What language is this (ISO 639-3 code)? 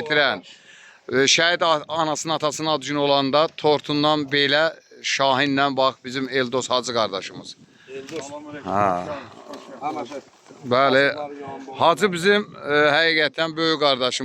aze